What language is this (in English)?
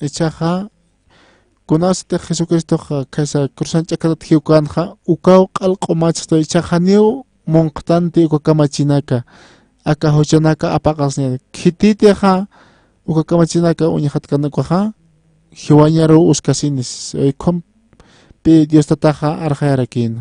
Aymara